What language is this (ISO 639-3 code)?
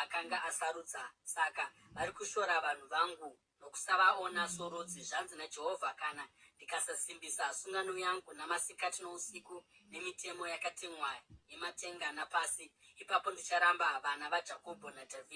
sna